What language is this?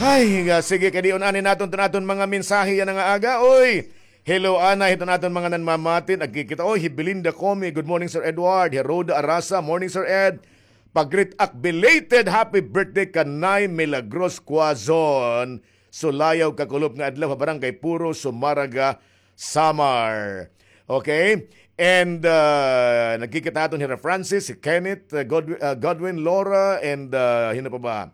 Waray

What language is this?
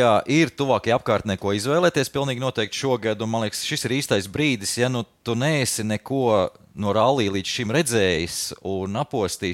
Latvian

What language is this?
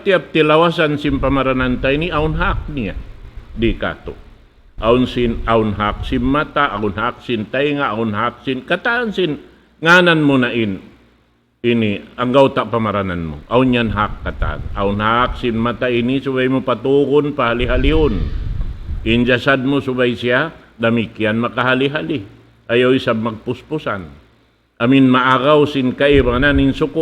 Tausug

